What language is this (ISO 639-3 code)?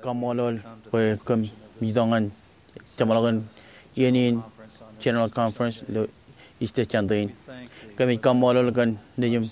mah